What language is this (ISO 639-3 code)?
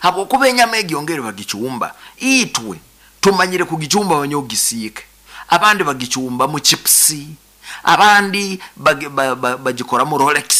nyo